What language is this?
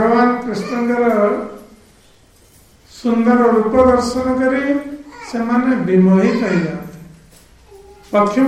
Odia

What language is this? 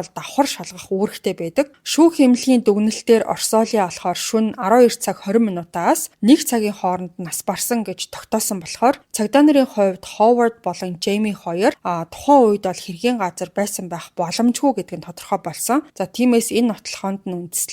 Mongolian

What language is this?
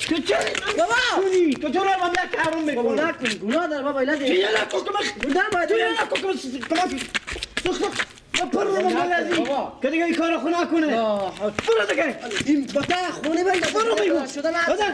Persian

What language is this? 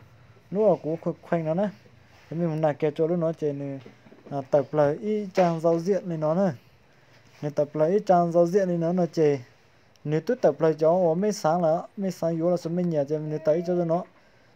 Hmong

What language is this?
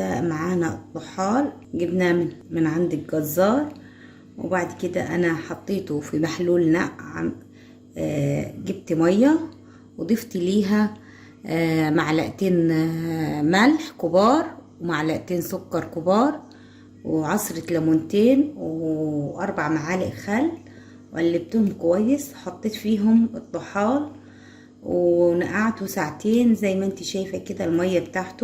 Egyptian Arabic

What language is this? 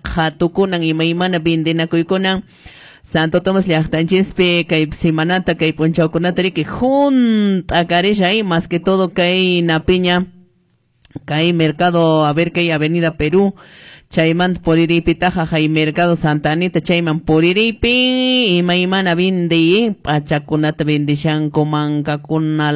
Quechua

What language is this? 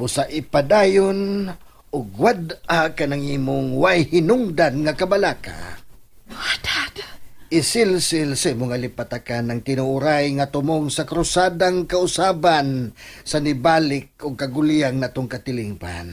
Cebuano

